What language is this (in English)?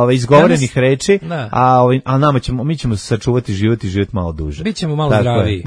Serbian